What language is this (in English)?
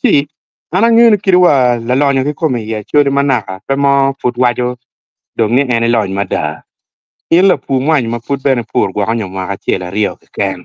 Acoli